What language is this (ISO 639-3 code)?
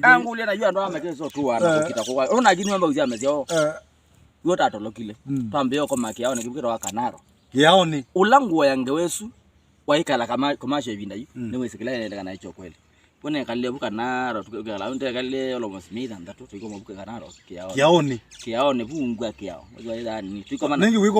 kam